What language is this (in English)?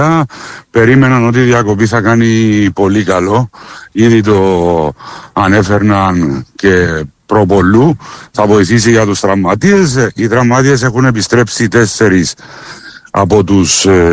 Greek